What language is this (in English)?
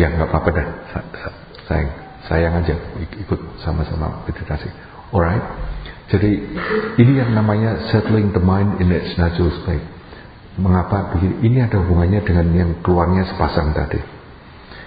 Indonesian